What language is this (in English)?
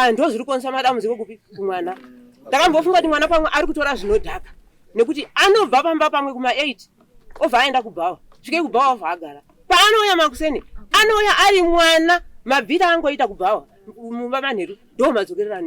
Shona